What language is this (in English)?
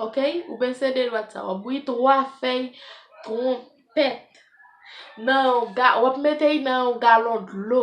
Haitian Creole